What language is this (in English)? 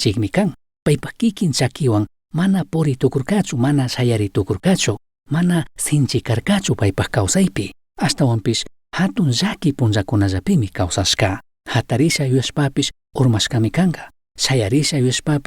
Chimborazo Highland Quichua